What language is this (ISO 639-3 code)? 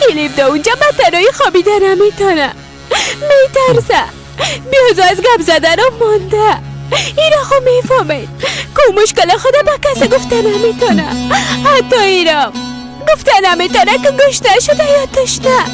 fas